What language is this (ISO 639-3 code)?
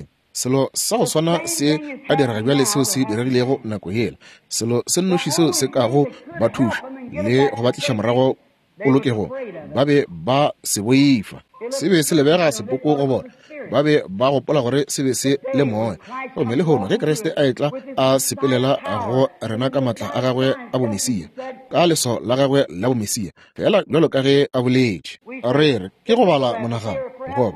nso